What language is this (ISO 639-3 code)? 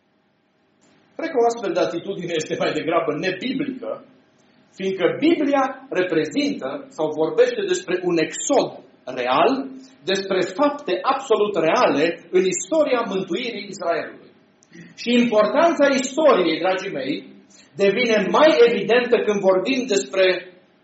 ron